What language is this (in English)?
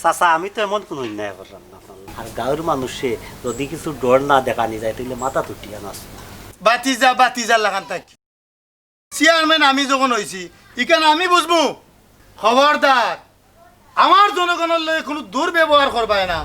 Sylheti